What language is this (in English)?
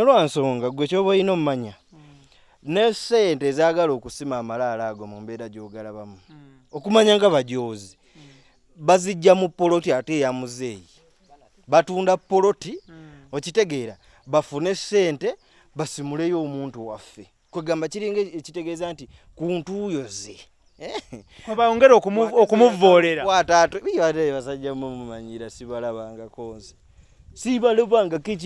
Ganda